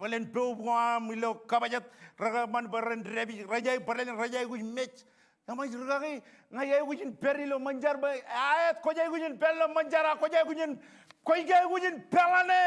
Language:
Marshallese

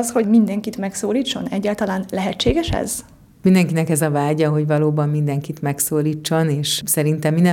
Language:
Hungarian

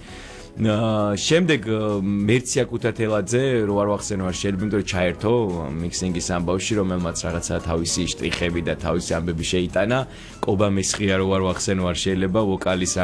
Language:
Georgian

